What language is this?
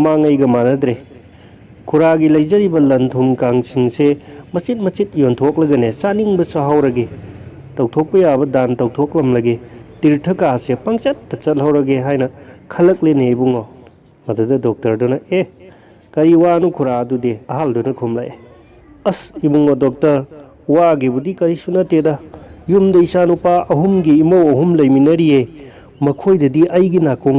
Manipuri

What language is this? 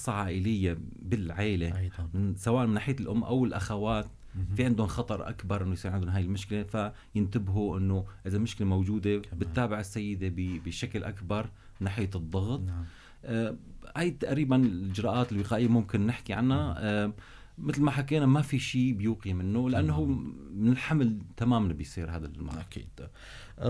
North Levantine Arabic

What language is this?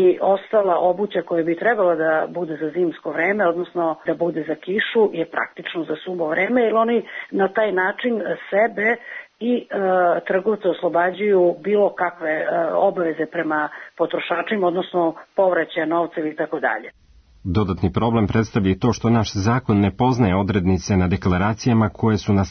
Serbian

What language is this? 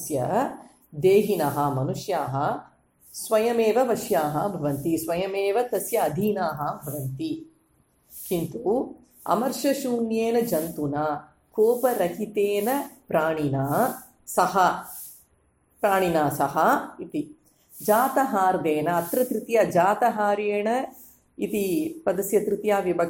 Sanskrit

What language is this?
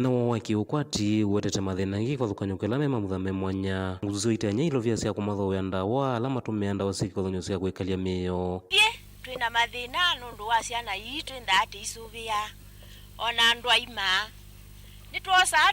Kamba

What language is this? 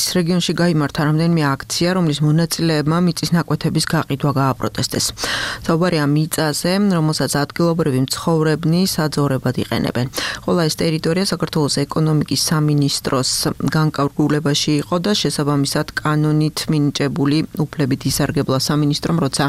Georgian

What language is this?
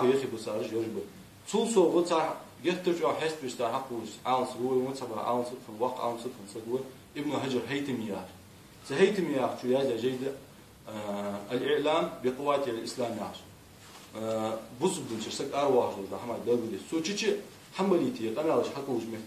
Ingush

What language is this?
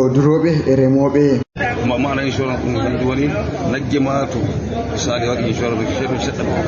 Fula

